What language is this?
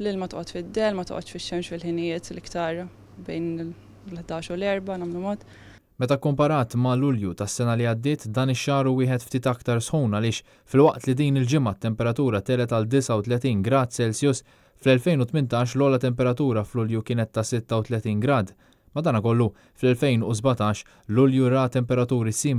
Maltese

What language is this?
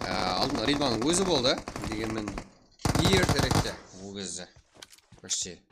Kara-Kalpak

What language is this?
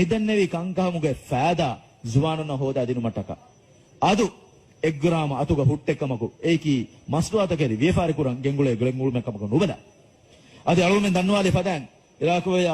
Divehi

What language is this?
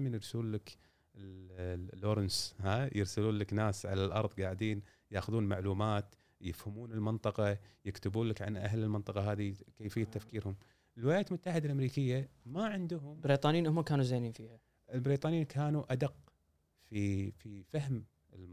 Gulf Arabic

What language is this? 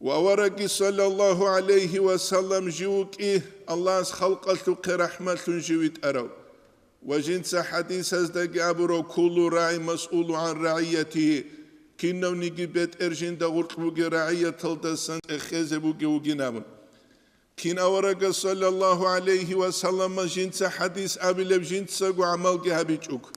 Avaric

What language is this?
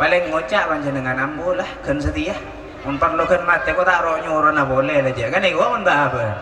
Madurese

